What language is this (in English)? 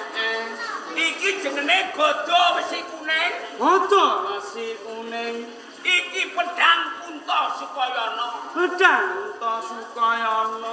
Javanese